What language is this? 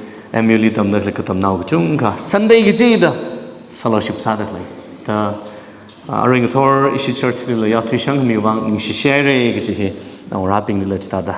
Tangkhul Naga (India)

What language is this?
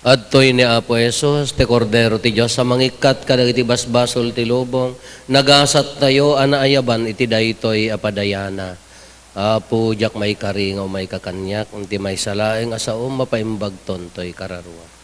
Iloko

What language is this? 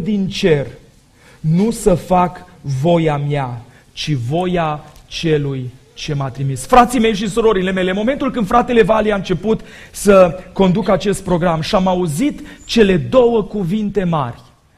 Romanian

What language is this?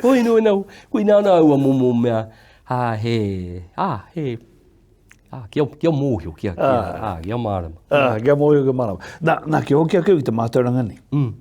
Māori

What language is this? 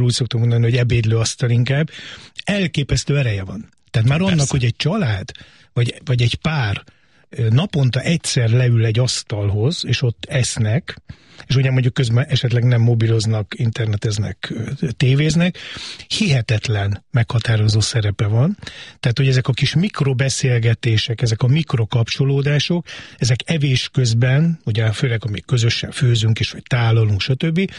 Hungarian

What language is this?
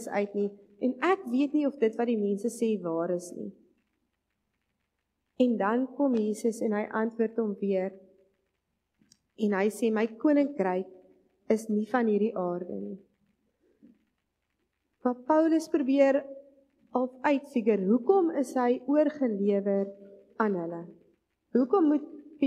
Afrikaans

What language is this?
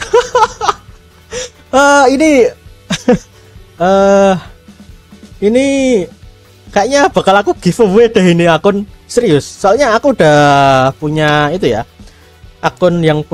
Indonesian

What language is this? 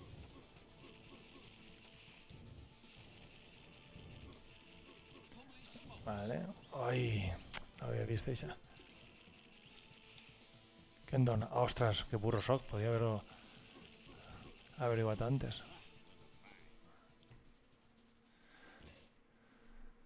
Catalan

